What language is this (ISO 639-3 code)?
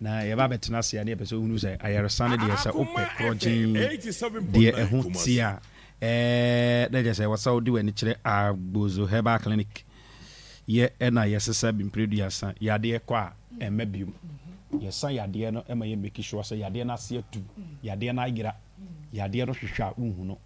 aka